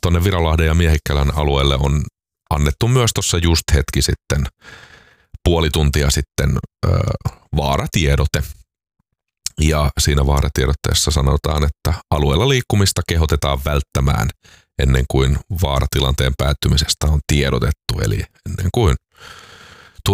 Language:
Finnish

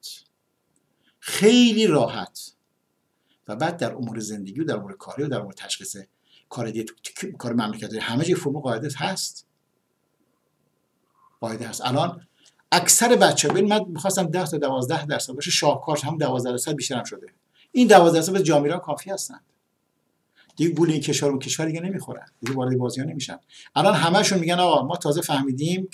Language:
Persian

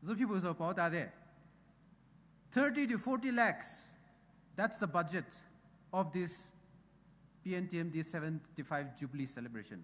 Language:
Poumei Naga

